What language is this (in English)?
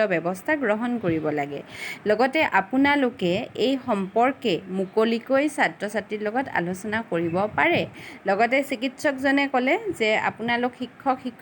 Assamese